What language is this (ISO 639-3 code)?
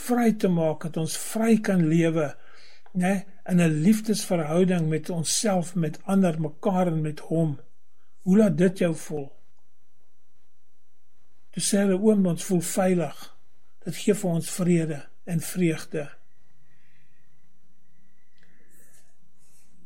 afr